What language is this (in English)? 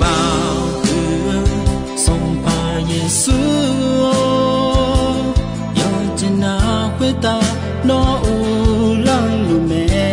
Akha